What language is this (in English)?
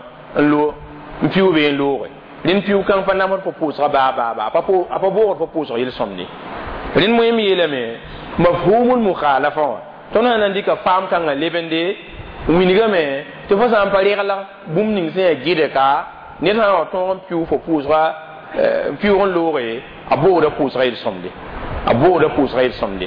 Mossi